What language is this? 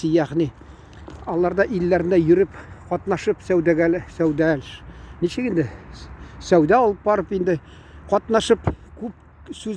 Tatar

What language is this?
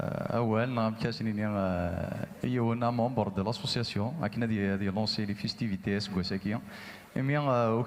Kabyle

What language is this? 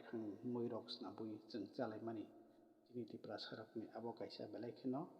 Kok Borok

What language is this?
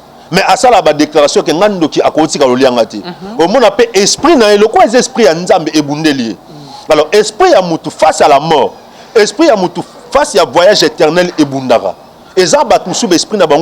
Lingala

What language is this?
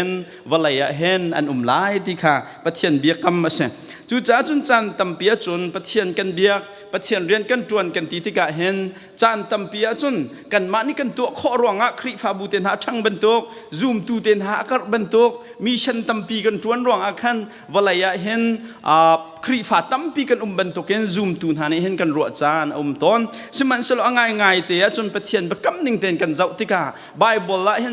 Hakha Chin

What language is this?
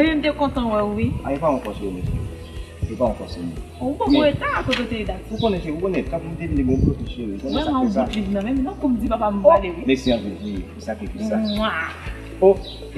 Haitian Creole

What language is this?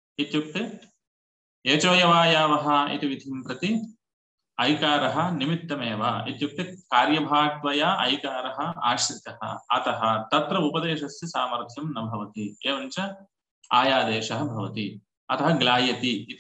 Sanskrit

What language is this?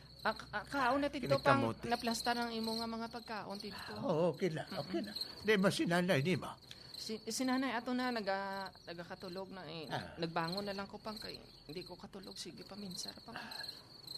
Hiligaynon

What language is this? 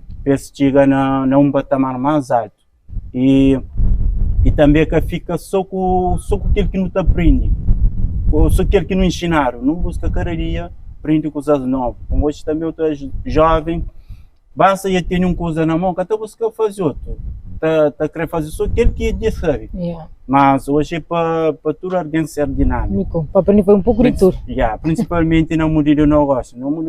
Kabuverdianu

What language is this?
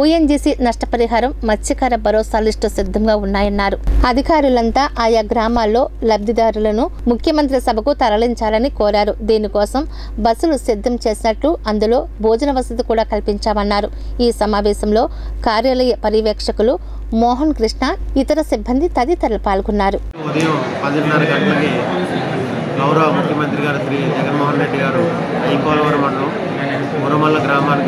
Telugu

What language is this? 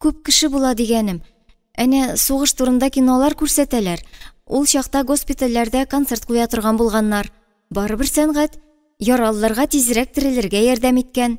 Tatar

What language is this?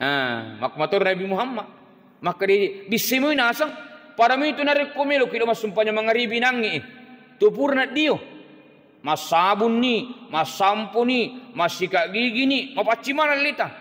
Buginese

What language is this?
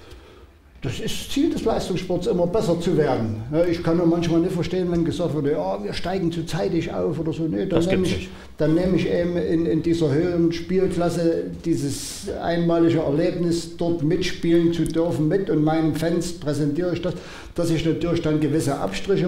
German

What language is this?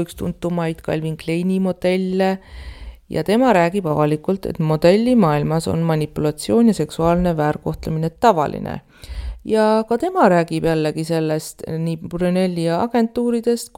Estonian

